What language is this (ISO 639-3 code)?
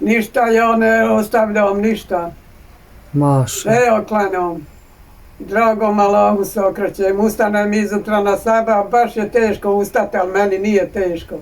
bos